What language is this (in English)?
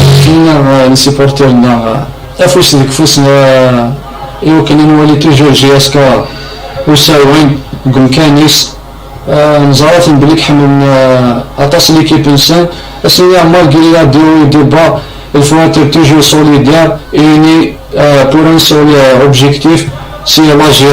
Kabyle